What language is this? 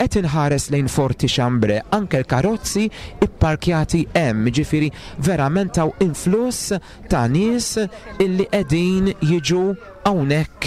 Maltese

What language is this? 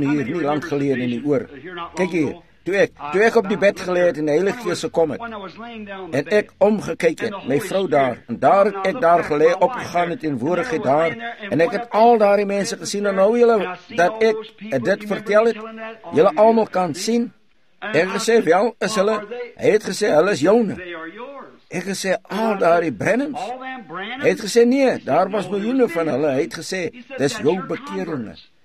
Afrikaans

